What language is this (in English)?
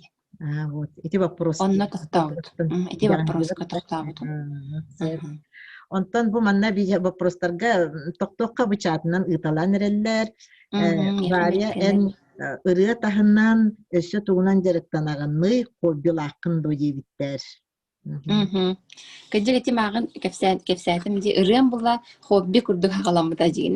Yakut